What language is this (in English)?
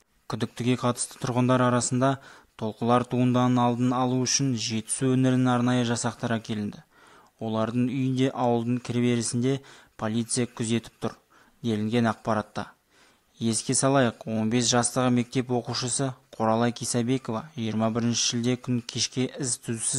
Kazakh